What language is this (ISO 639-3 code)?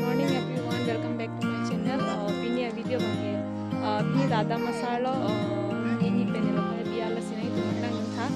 mjw